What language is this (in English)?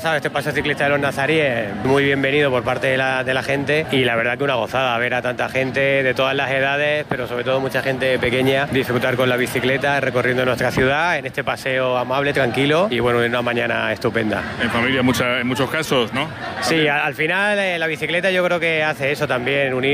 Spanish